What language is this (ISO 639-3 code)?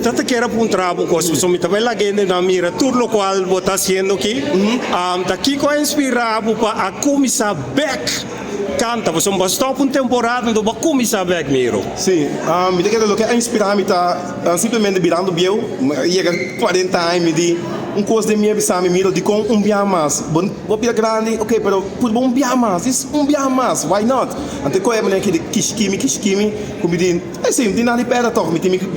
pap